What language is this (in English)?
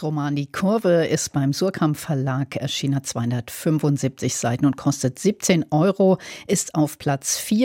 German